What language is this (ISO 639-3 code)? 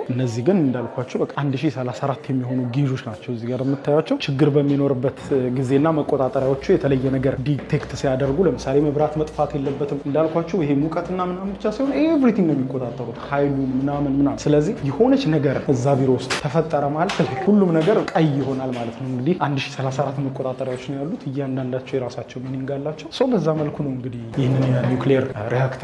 amh